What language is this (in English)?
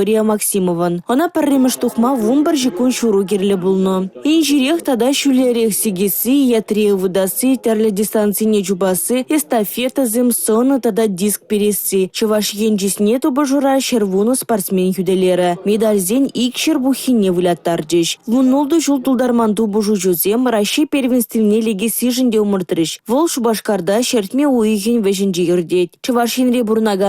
Chuvash